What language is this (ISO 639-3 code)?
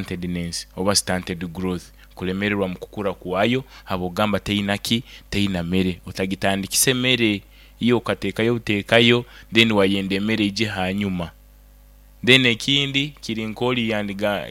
nyo